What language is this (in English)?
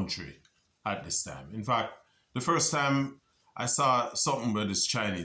Jamaican Creole English